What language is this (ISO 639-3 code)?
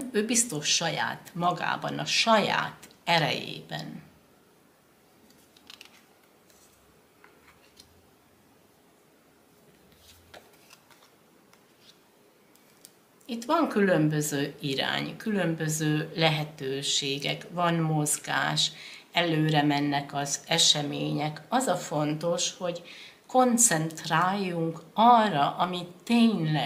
hun